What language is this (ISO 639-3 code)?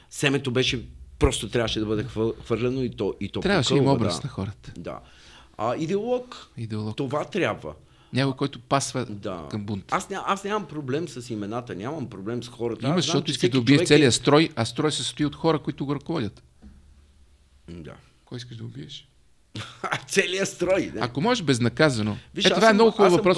bul